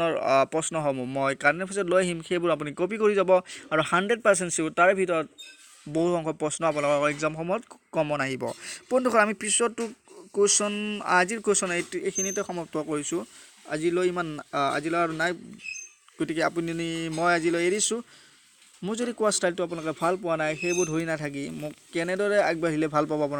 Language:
Assamese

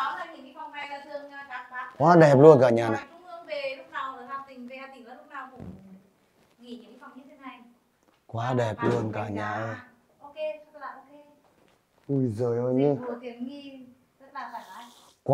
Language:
Vietnamese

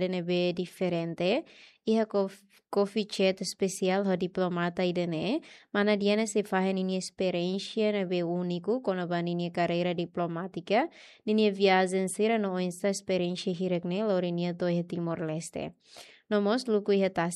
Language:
Tetum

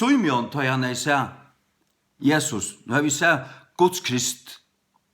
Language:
Faroese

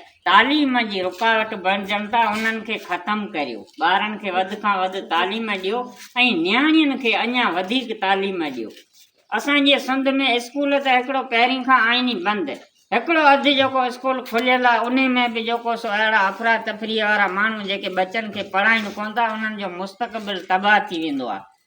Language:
Sindhi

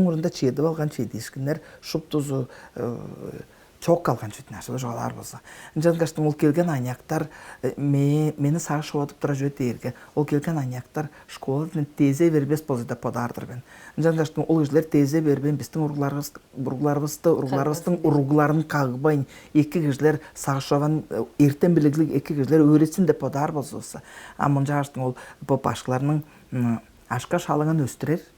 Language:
Tuvinian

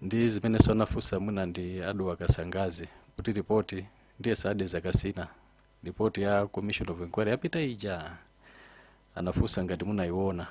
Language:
Nyanja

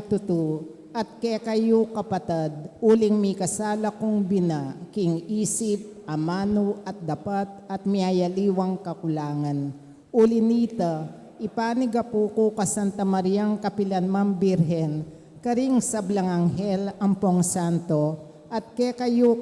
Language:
Pampanga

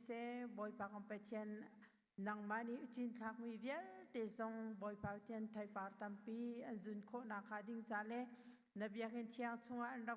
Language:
Hakha Chin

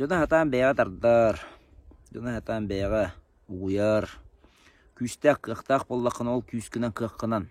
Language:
Yakut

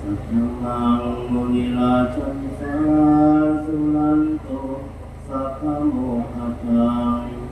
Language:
Pali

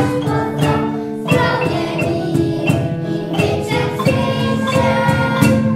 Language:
Slovenian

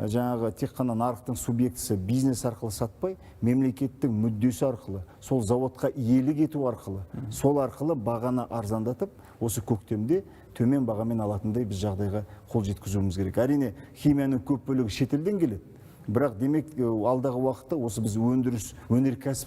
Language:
Kazakh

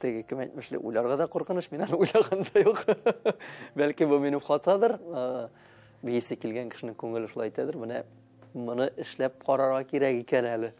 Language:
Tatar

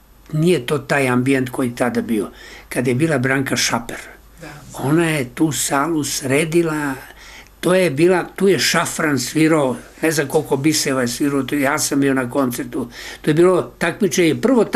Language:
Serbian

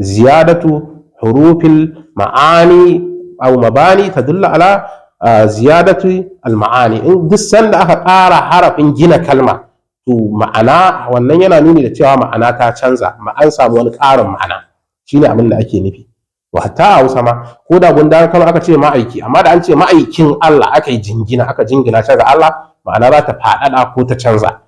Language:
Hausa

